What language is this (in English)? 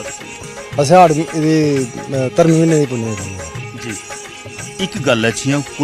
Dogri